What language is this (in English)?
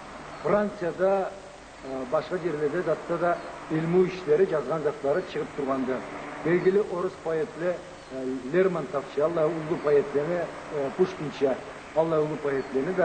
Karachay-Balkar